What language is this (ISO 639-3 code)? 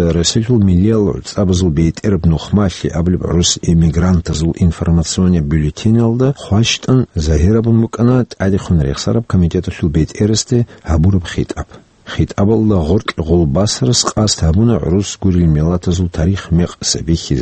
ava